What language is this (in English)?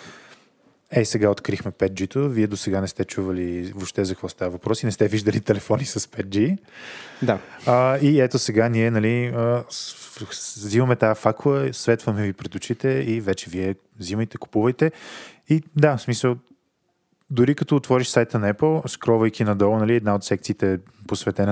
Bulgarian